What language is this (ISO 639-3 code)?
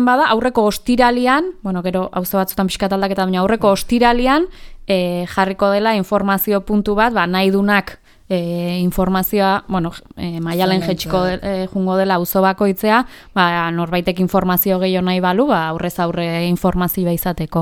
eus